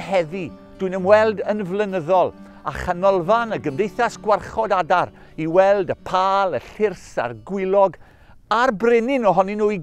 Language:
Welsh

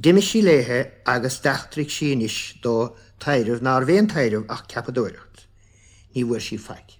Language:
Irish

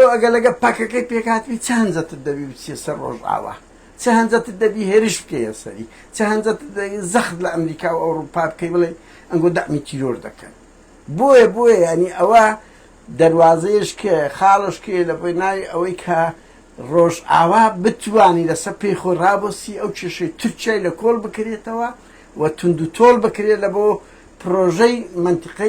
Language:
Central Kurdish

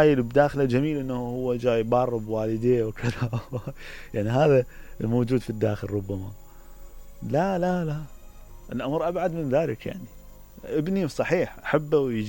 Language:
Mesopotamian Arabic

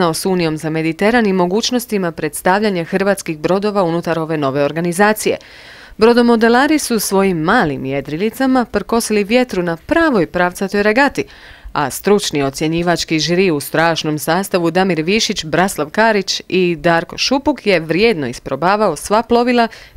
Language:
Croatian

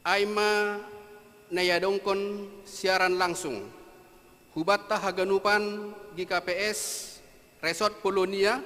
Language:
Batak Simalungun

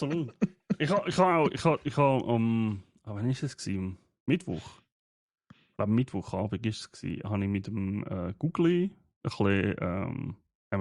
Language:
Swiss German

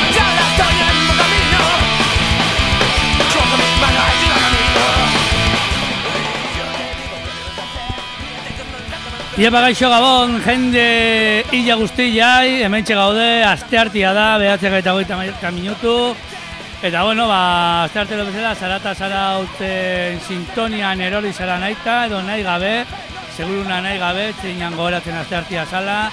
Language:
Basque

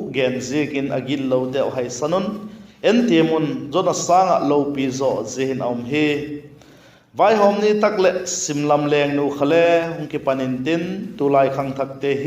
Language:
Vaiphei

